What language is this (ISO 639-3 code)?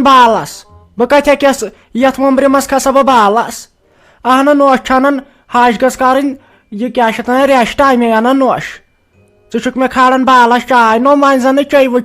kas